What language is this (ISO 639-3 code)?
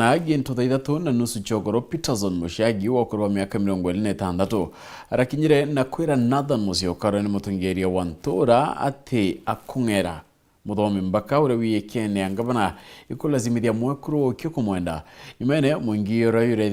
mer